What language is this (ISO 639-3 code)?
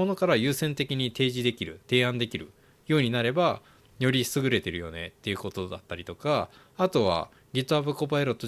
jpn